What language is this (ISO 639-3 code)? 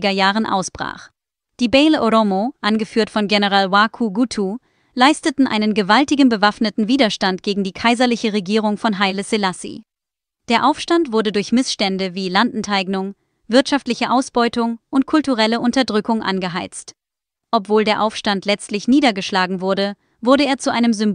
deu